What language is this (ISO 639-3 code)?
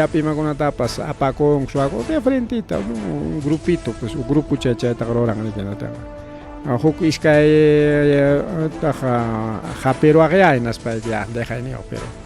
quy